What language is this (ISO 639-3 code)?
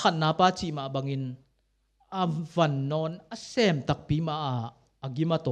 ctd